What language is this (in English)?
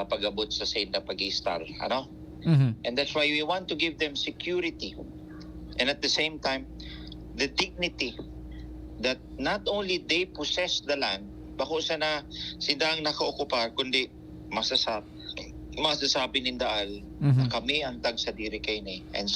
Bikol